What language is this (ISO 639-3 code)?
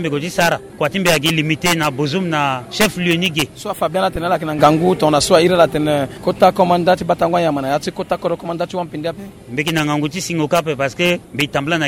sag